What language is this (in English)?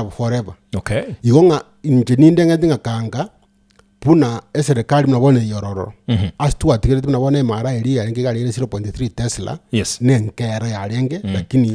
Gusii